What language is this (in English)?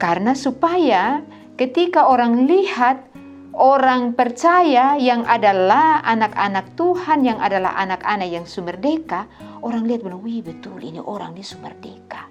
Kupang Malay